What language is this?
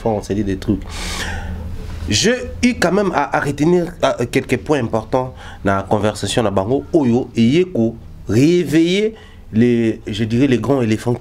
French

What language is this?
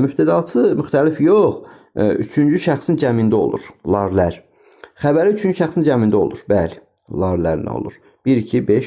Azerbaijani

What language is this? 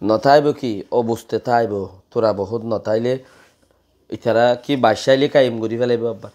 Rohingya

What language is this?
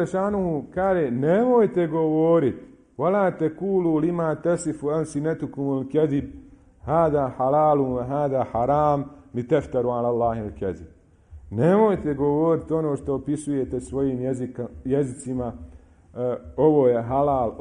Bosnian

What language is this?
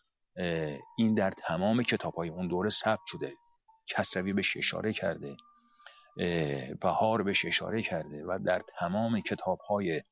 Persian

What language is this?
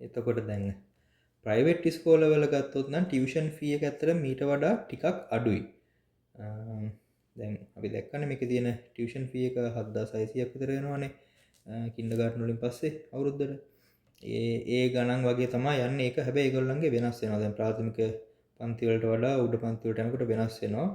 Sinhala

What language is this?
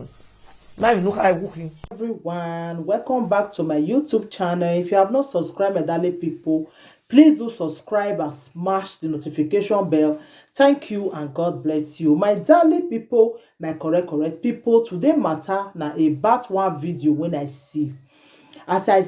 Nigerian Pidgin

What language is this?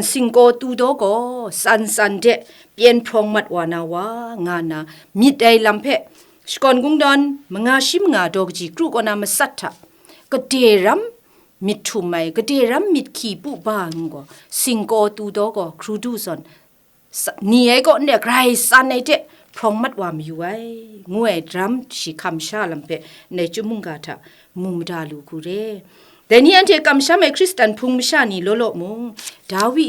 Kachin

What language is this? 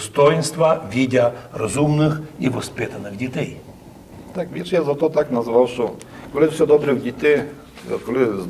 Rusyn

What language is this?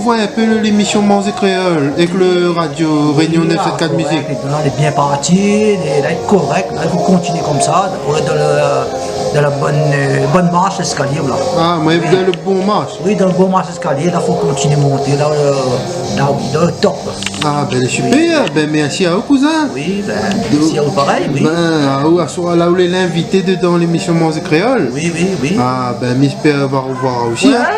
Réunion Creole French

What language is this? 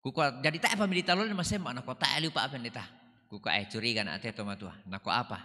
Toraja-Sa'dan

